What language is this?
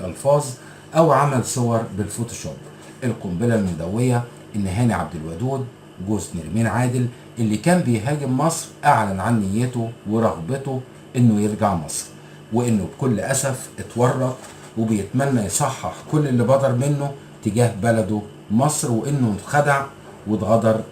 Egyptian Arabic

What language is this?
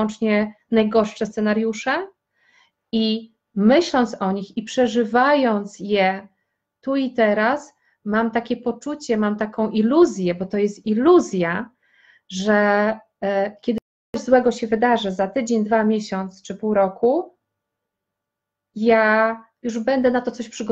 Polish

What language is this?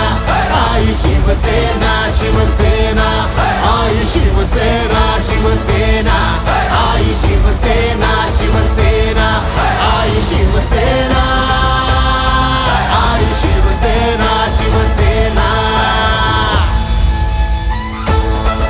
Marathi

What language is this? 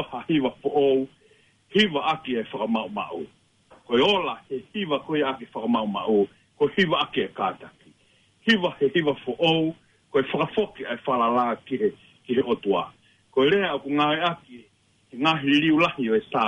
Tongan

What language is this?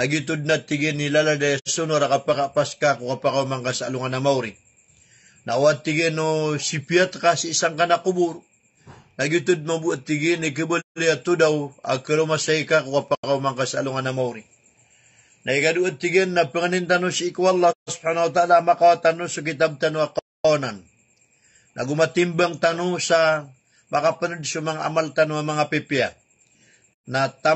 Maranao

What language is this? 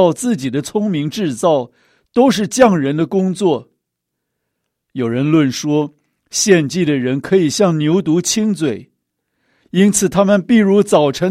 Chinese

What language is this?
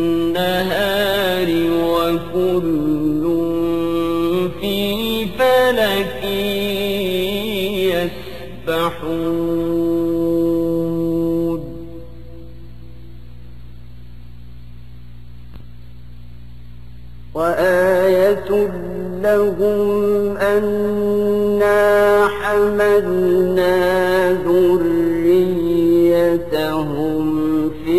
Arabic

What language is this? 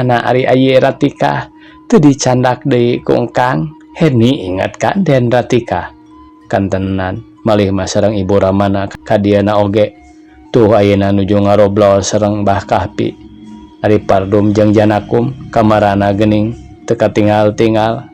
Sundanese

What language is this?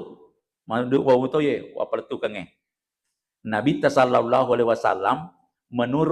Buginese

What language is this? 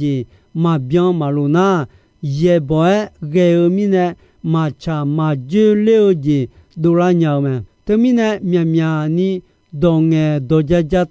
Akha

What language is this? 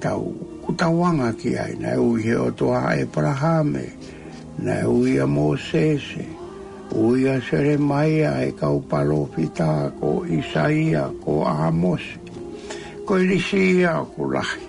Tongan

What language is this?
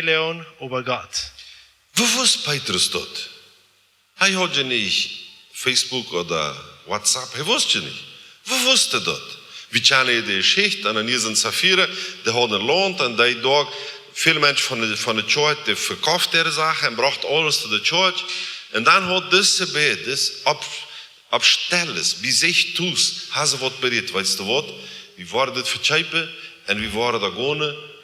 Plautdietsch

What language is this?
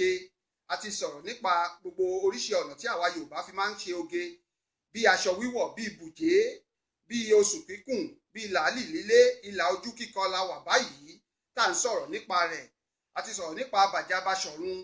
Yoruba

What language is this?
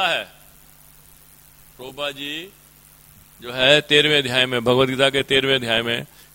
Hindi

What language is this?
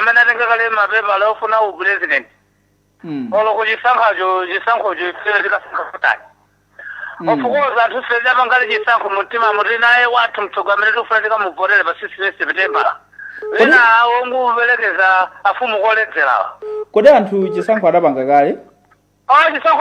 Nyanja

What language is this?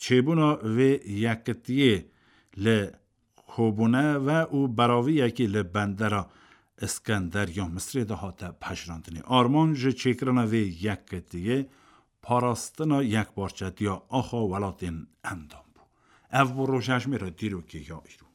Kurdish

